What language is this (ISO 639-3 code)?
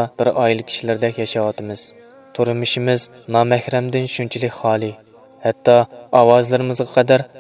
uig